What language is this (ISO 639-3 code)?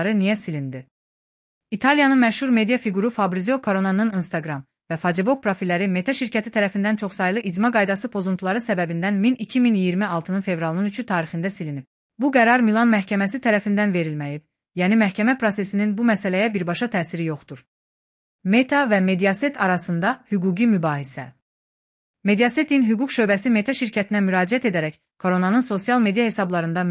aze